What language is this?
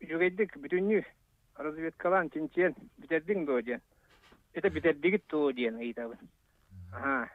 Yakut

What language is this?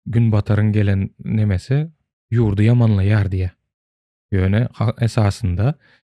Turkmen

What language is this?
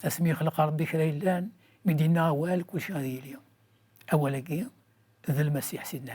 Kabyle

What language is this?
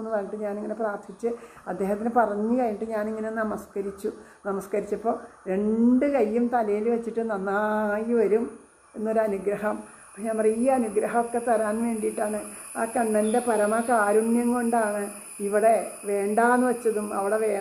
Malayalam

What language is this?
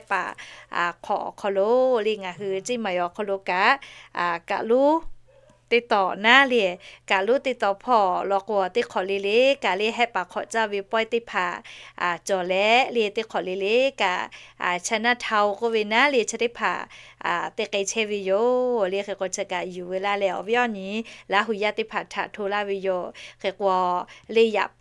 Lahu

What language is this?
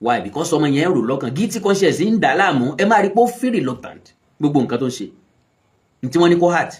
Yoruba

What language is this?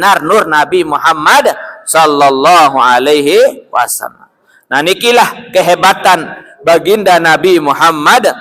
Sasak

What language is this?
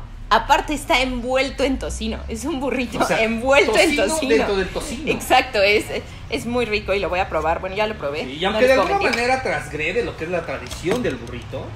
Spanish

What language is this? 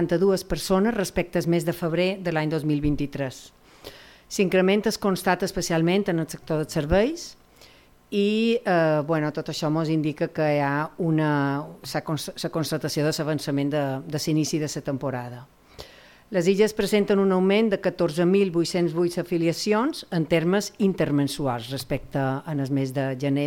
Catalan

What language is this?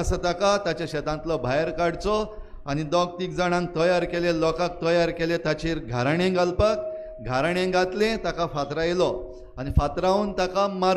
Konkani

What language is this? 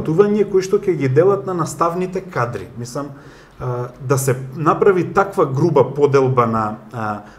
Macedonian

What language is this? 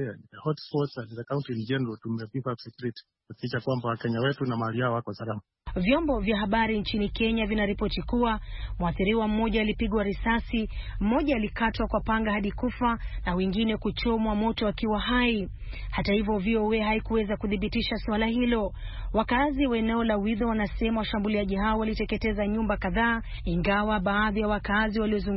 Swahili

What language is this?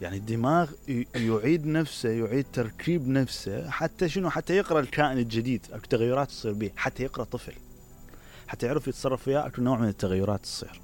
Mesopotamian Arabic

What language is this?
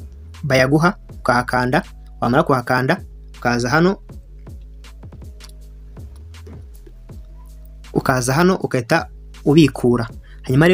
Kinyarwanda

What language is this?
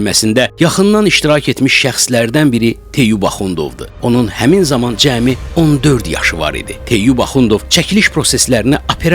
Azerbaijani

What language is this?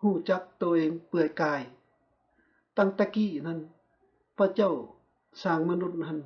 Lao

